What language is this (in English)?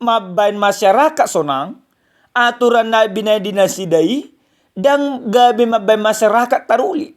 Batak Toba